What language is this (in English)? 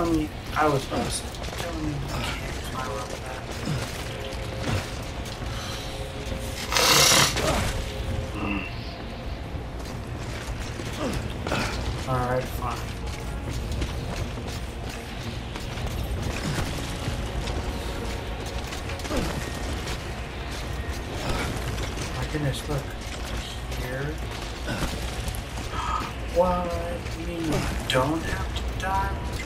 English